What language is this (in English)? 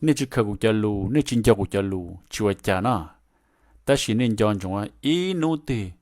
Hmong